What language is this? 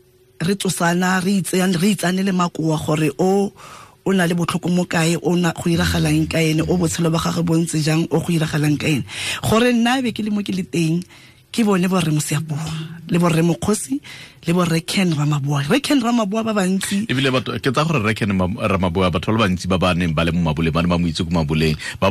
Tswana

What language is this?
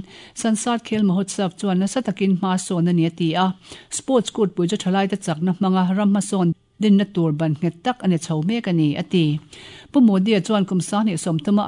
Mizo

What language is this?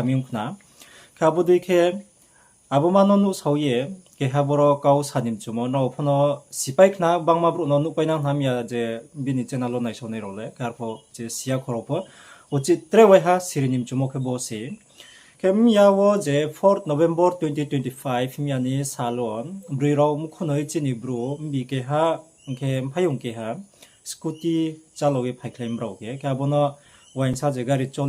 Riang (India)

